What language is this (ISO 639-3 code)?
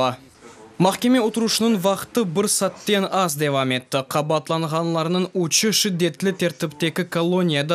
crh